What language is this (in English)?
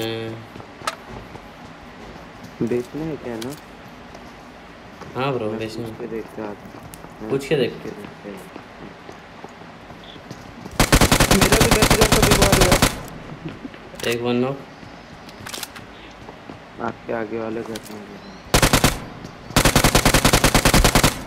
Hindi